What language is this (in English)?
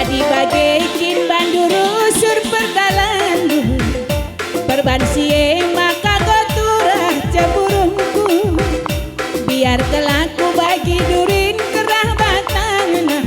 Batak Karo